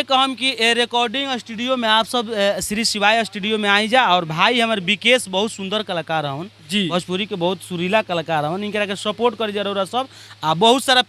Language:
Bhojpuri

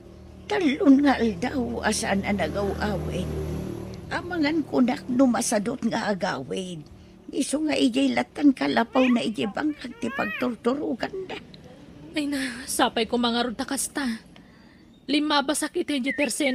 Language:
Iloko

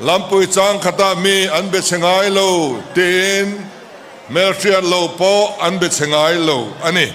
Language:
Hakha Chin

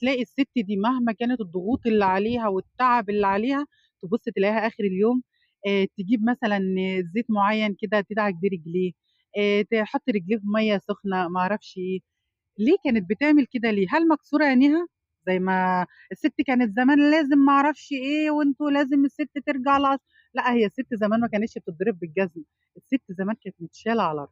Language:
Egyptian Arabic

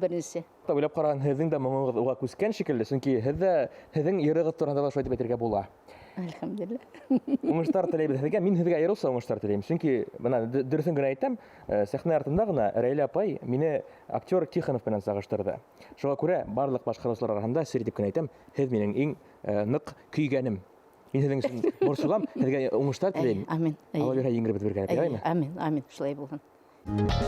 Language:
Bashkir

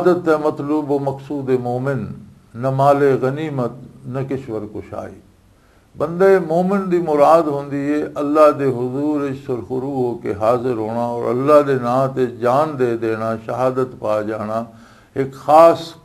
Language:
Western Panjabi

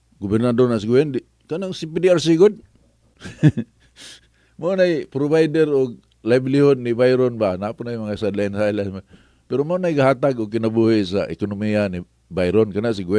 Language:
Cebuano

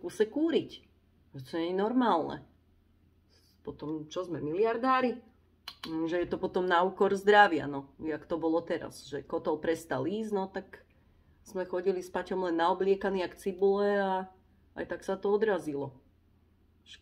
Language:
Slovak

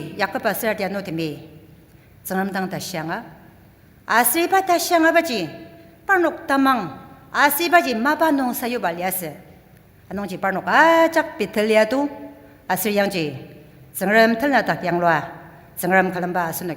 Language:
Ao Naga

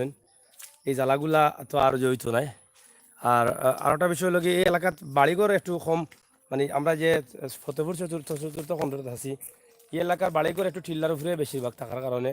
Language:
Sylheti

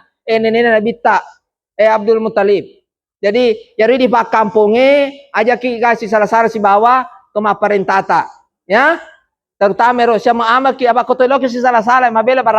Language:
Buginese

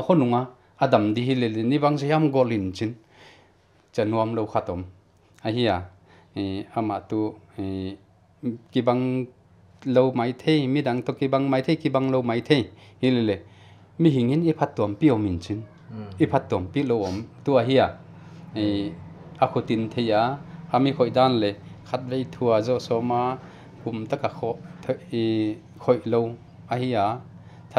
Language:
Paite Chin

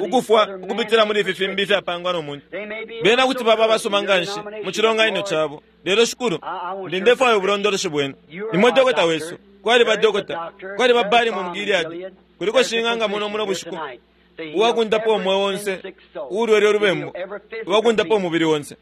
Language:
Bemba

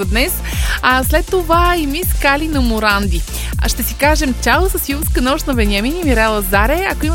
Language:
Bulgarian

